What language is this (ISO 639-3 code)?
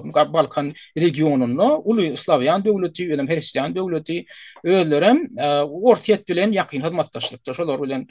tuk